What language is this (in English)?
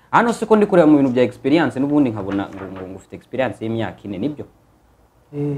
Kinyarwanda